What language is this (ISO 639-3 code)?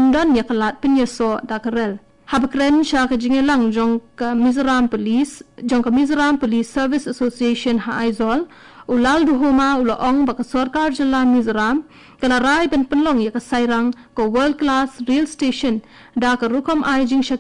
kha